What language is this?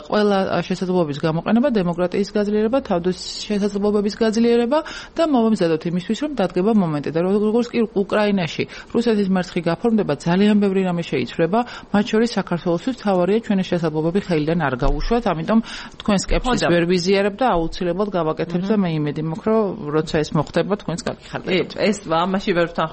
Georgian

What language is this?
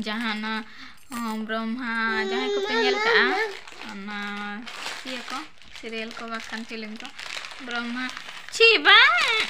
Santali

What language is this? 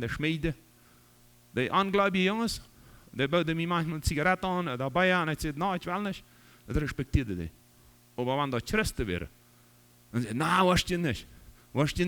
Plautdietsch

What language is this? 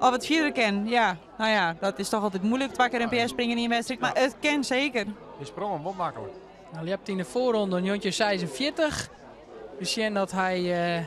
Western Frisian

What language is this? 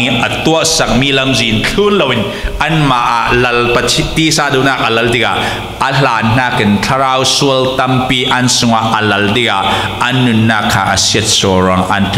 Falam Chin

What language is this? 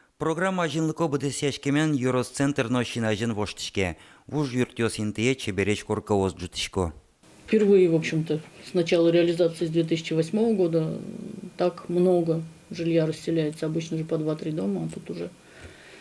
Udmurt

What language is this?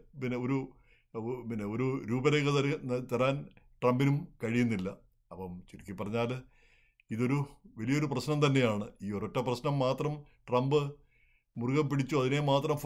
Malayalam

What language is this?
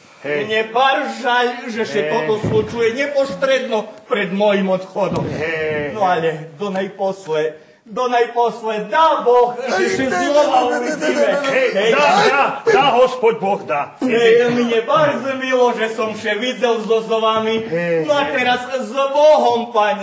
Rusyn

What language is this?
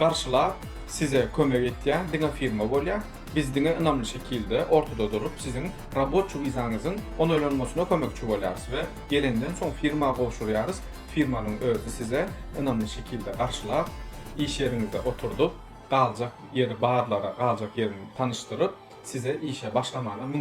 Turkmen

